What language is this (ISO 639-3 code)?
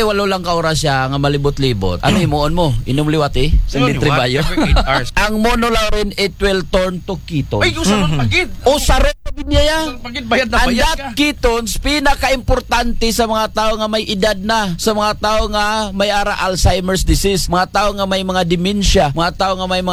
akl